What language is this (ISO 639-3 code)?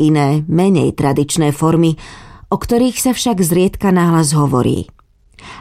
slk